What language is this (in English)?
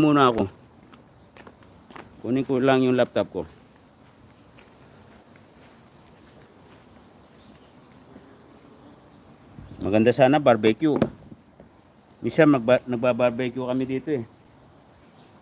Filipino